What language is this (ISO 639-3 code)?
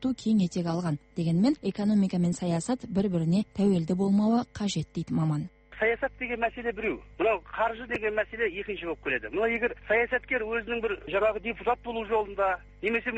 kaz